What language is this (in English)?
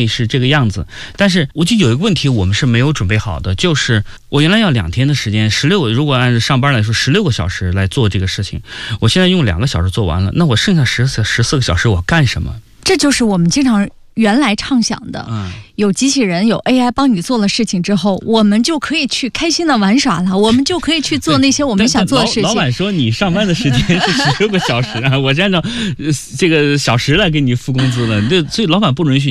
Chinese